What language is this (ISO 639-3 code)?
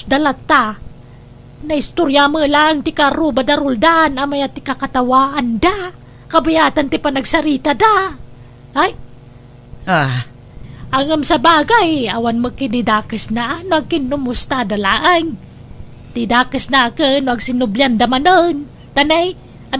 ilo